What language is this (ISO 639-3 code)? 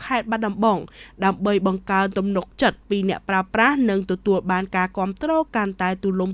khm